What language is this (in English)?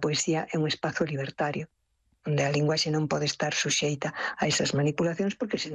Galician